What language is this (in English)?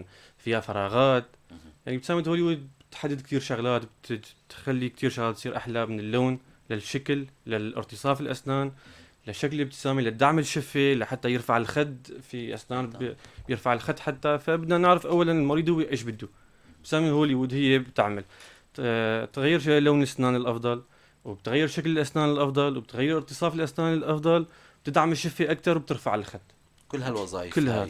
North Levantine Arabic